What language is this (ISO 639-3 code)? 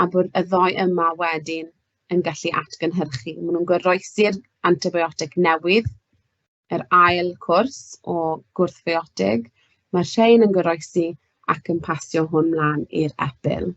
cym